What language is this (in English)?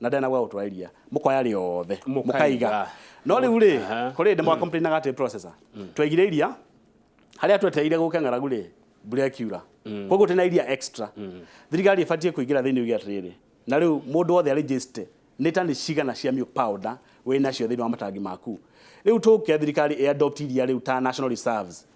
Kikuyu